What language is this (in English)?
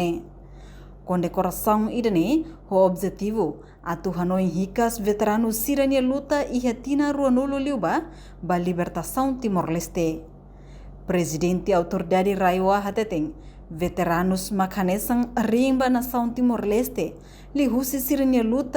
Tetum